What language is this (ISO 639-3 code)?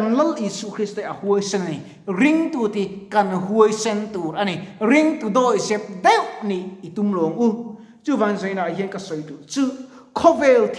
lus